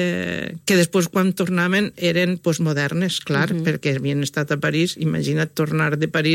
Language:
Catalan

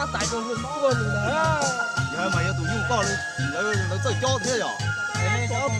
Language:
Hmong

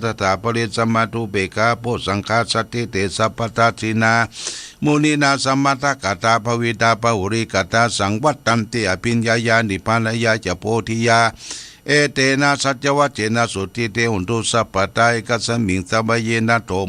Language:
Pali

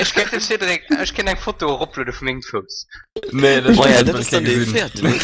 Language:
Luxembourgish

